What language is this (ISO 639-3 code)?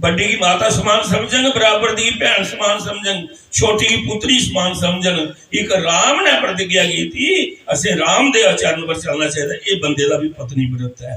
doi